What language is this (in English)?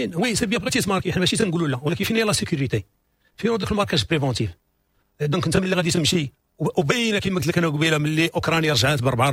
Moroccan Arabic